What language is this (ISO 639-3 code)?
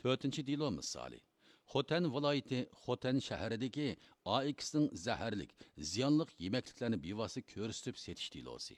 uig